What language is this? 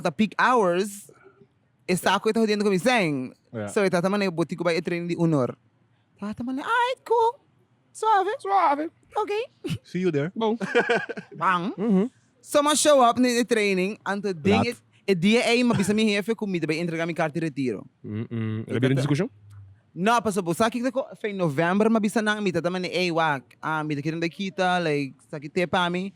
Papiamento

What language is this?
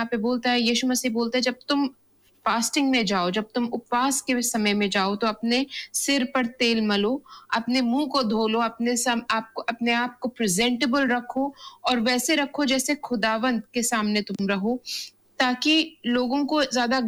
Hindi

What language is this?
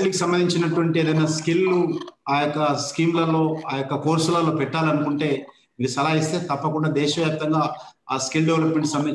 Telugu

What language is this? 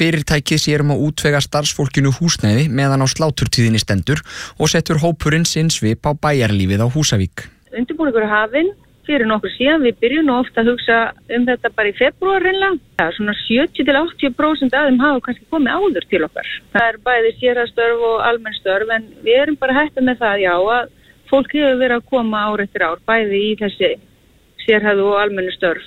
Icelandic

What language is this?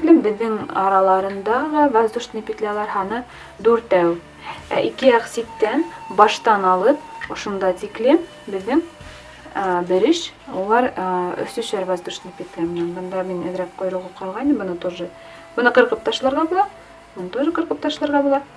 Bashkir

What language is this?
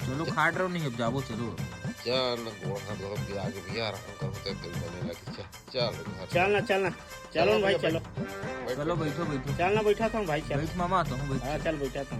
Chhattisgarhi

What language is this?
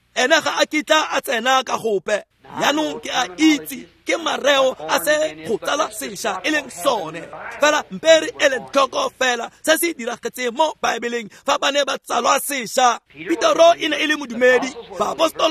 Tswana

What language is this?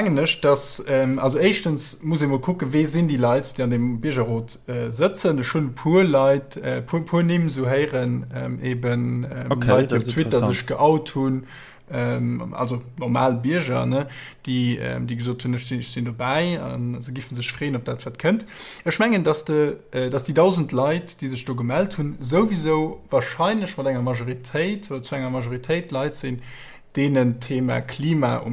Luxembourgish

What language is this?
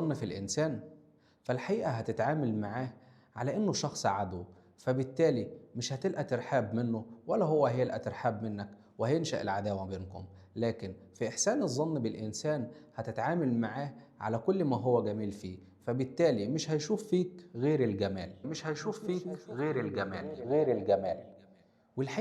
Egyptian Arabic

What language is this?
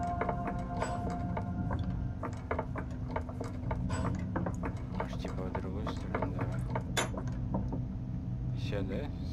Russian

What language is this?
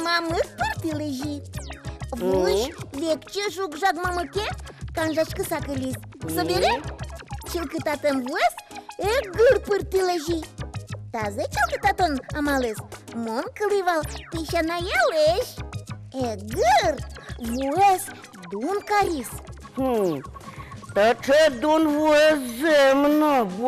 Udmurt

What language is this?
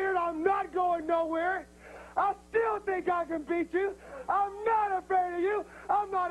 English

